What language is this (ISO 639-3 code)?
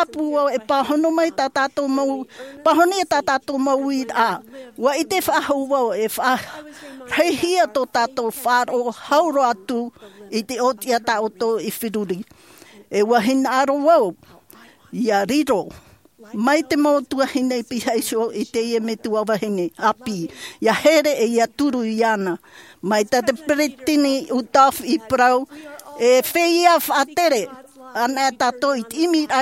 tah